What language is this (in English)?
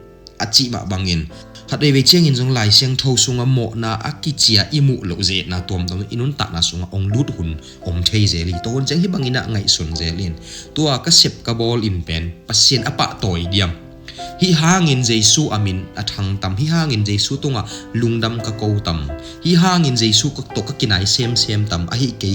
Tedim Chin